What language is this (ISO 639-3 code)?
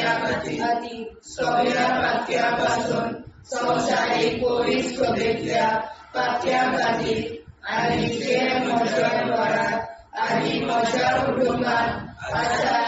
kok